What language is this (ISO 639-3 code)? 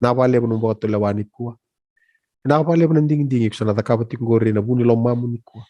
fij